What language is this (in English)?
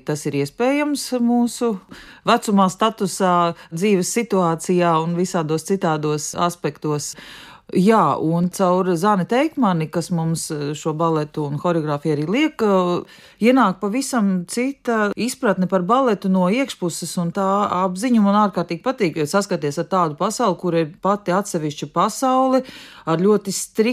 Latvian